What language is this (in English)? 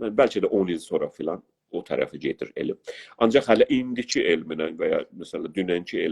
South Azerbaijani